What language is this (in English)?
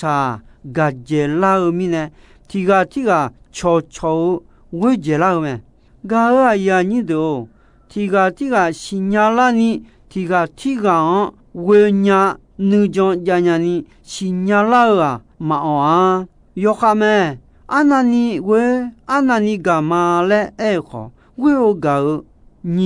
Akha